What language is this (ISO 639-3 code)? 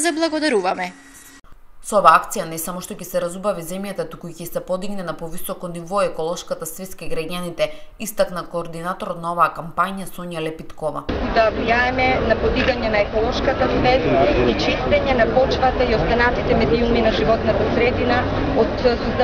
mkd